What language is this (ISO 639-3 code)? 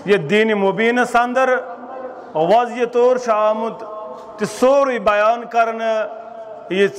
kas